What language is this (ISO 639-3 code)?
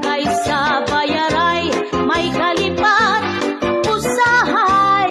war